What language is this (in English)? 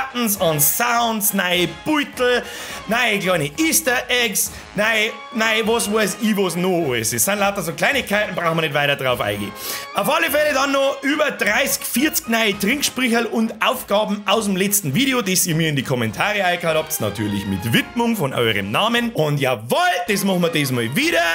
Bavarian